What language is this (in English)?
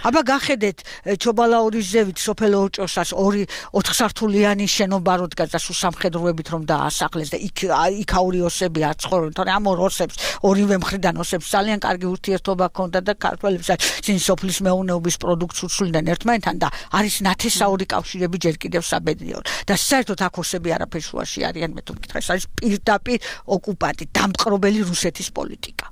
Georgian